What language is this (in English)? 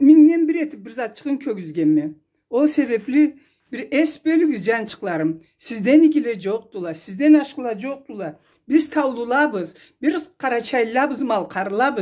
Karachay-Balkar